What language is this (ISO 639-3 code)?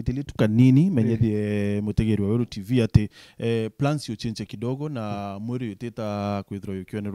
mer